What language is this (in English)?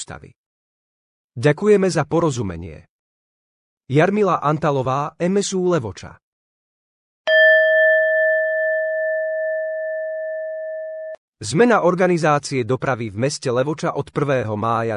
Slovak